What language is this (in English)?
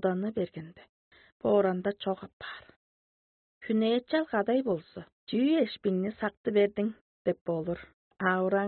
Tuvinian